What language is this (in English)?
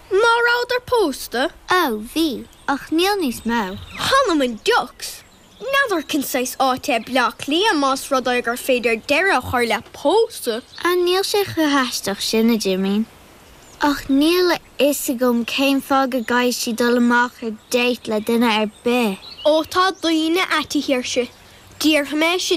Irish